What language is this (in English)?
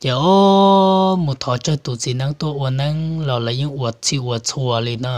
Hmong